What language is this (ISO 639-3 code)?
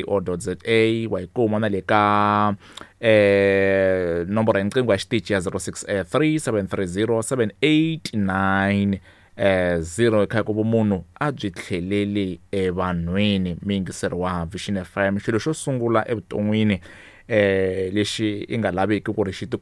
tso